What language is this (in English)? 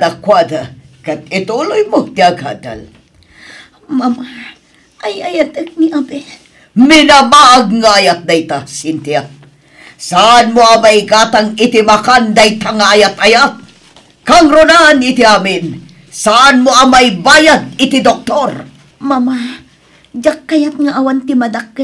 Iloko